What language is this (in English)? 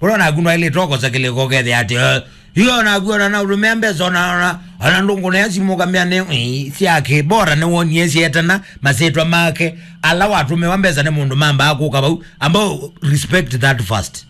Kamba